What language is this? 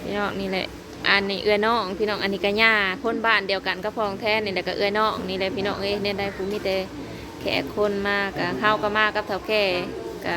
Northeastern Thai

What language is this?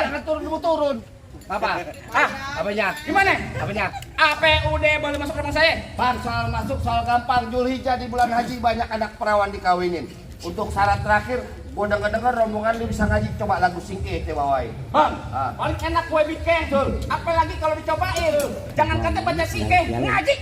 Betawi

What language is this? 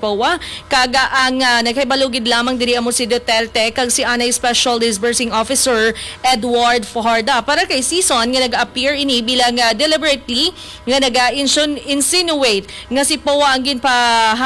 Hiligaynon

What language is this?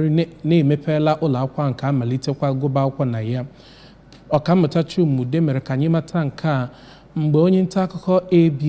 Igbo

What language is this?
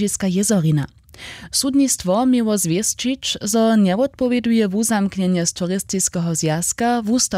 Upper Sorbian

